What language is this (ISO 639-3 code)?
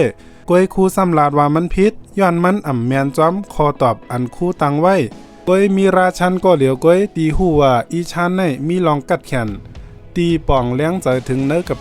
shn